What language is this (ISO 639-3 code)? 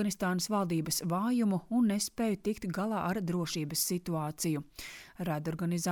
lav